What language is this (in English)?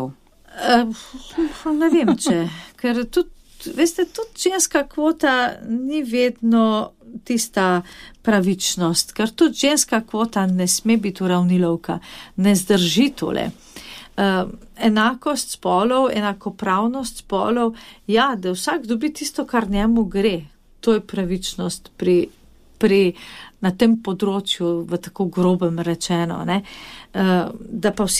Slovenian